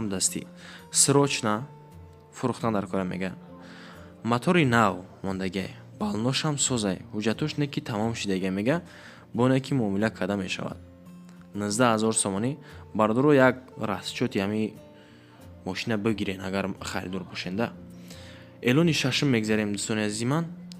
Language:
Tajik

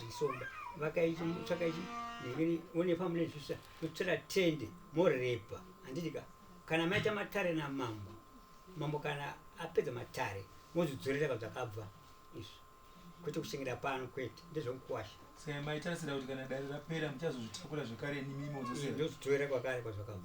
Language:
Shona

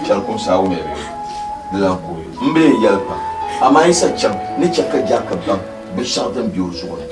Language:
Dagbani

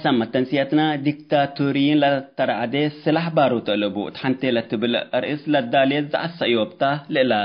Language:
Tigre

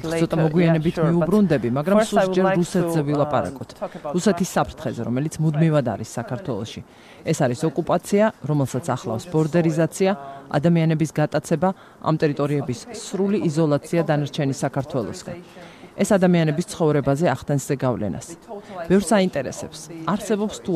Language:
Georgian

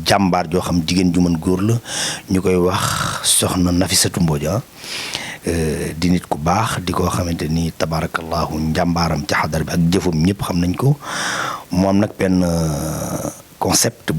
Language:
Wolof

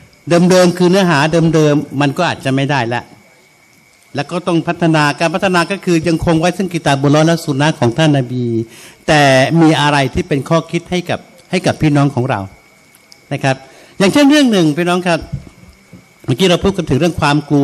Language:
Thai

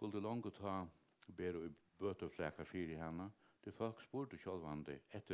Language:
Faroese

